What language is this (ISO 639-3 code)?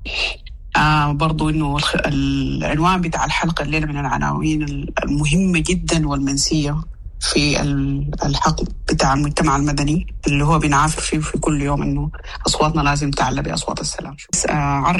apd